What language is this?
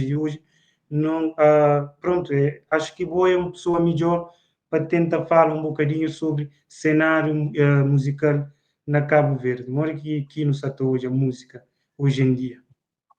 Kabuverdianu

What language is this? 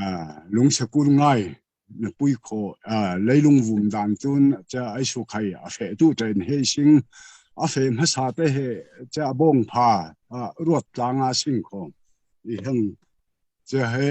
Falam Chin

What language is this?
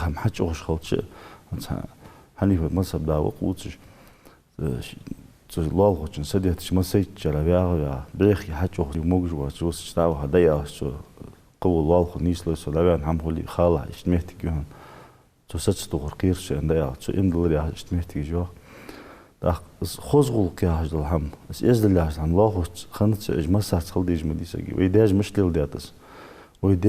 Ingush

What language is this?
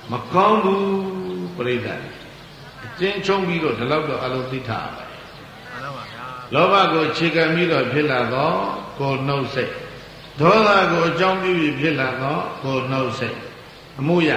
Burmese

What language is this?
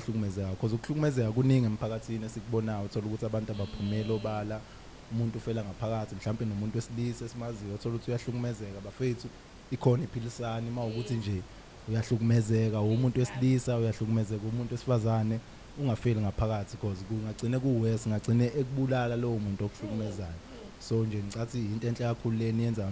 Zulu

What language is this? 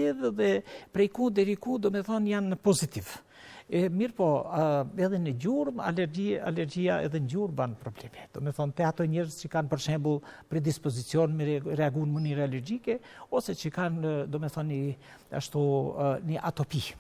Albanian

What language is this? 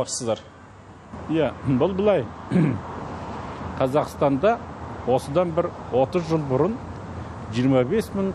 Kazakh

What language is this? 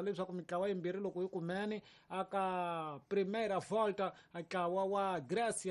Tsonga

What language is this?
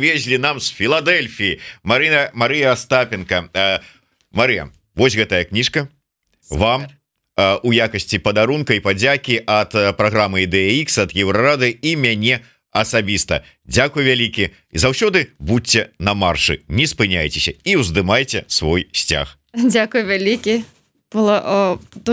Belarusian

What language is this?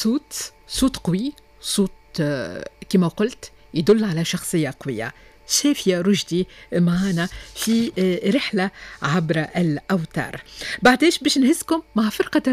Tunisian Arabic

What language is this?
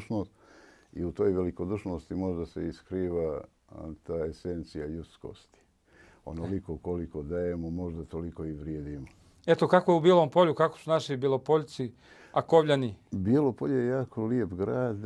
Bosnian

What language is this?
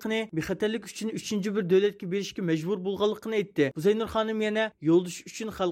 Uyghur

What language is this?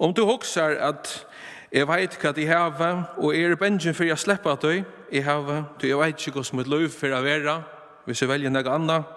Faroese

